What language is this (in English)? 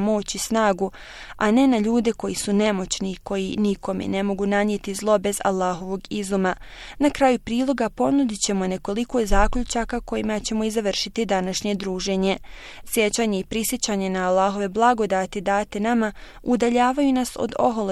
Bosnian